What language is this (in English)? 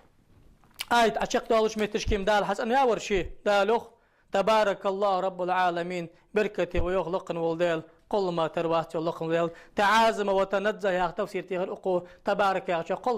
Ingush